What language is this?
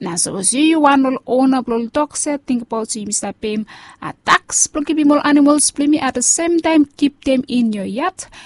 Bislama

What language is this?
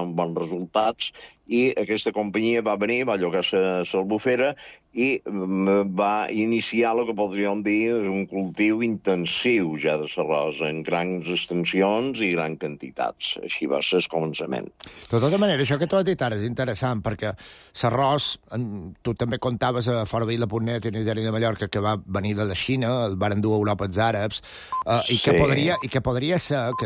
Catalan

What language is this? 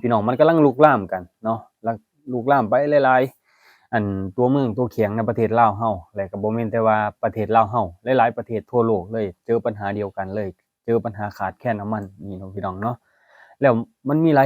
Lao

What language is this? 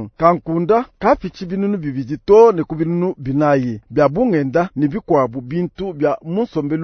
Luba-Lulua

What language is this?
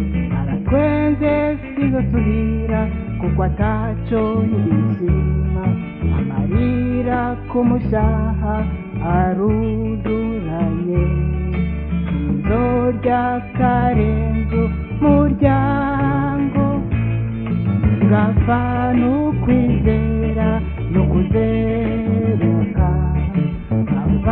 Rundi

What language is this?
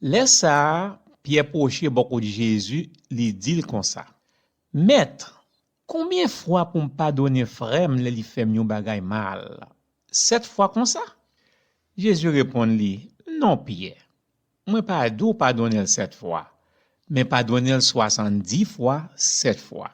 Haitian Creole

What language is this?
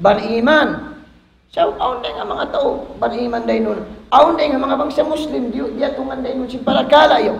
Tausug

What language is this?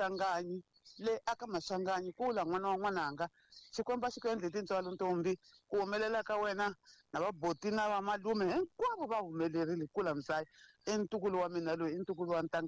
Tsonga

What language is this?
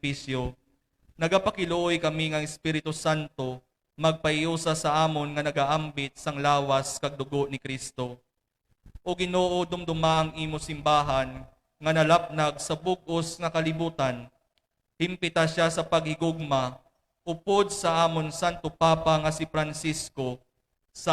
Hiligaynon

